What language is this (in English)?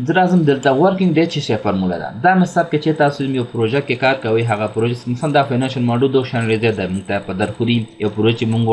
Pashto